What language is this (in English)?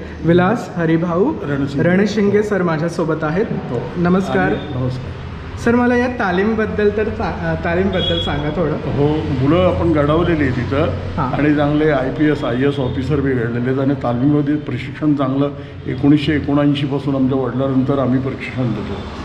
Marathi